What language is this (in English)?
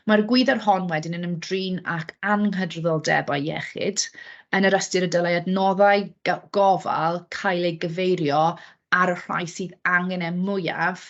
Welsh